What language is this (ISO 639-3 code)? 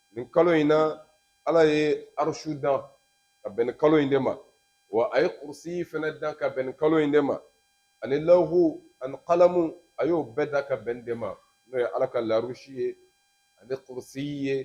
bam